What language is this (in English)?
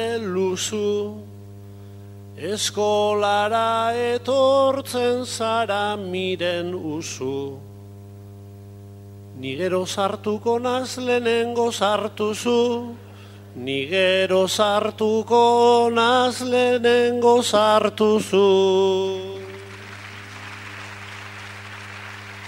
Basque